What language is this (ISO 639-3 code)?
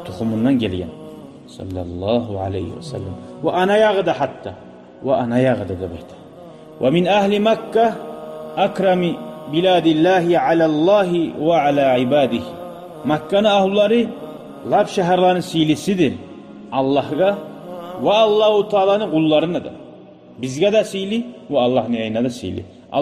kum